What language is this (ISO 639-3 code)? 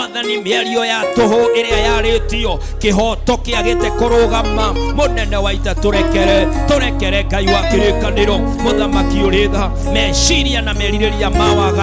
kik